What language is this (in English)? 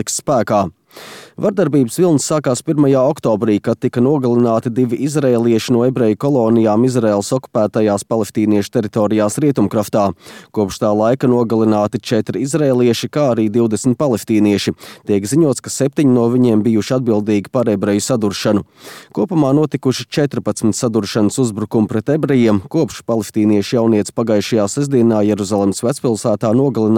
Latvian